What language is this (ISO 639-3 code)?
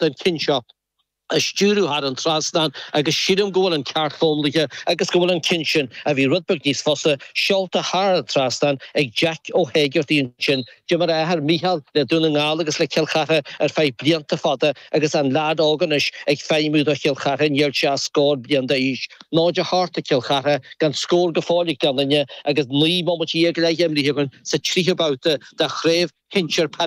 gle